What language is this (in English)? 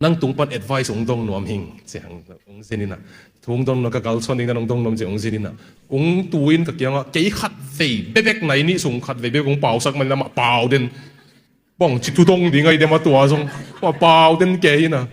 Tedim Chin